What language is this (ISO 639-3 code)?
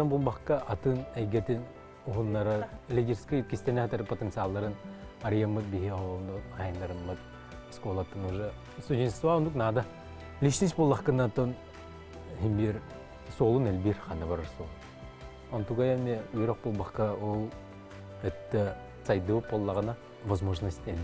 sah